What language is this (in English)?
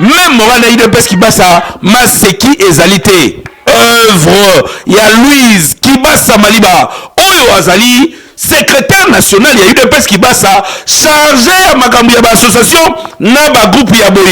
Lingala